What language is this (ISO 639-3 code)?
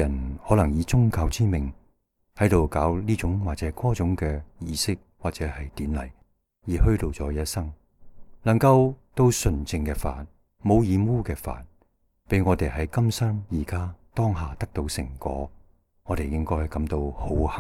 yue